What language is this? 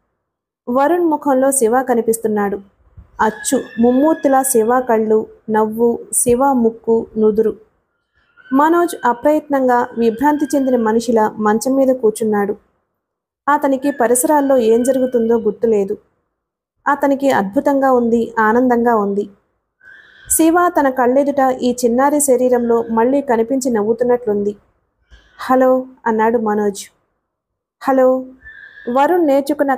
Telugu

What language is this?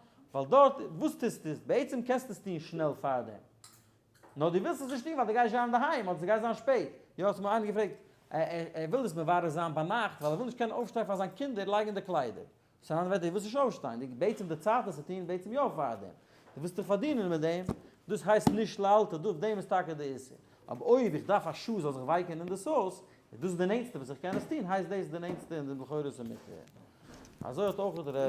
Yiddish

